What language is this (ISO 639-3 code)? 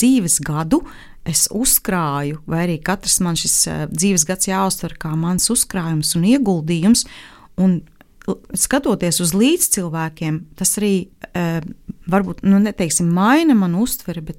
lav